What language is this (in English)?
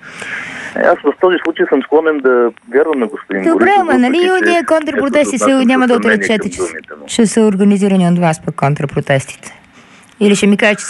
Bulgarian